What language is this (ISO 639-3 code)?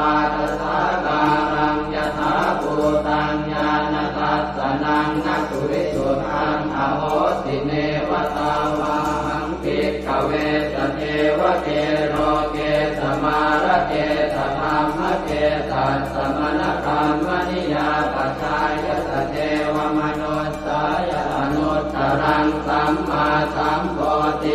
pli